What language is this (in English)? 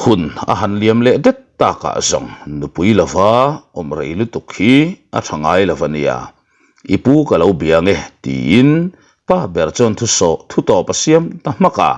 Mizo